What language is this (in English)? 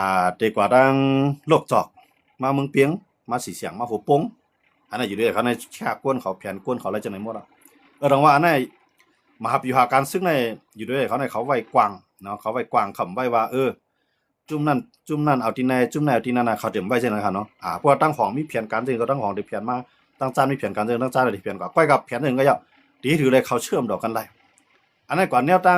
Shan